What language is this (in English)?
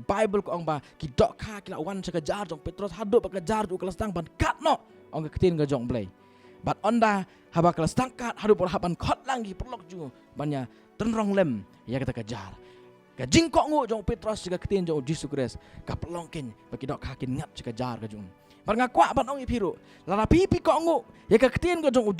Khasi